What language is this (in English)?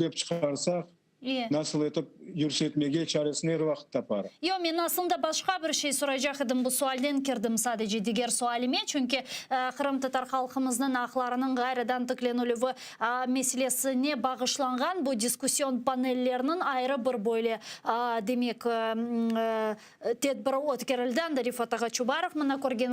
Crimean Tatar